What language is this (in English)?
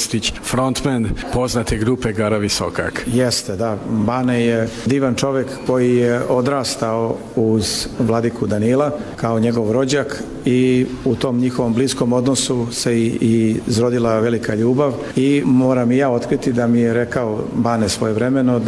Serbian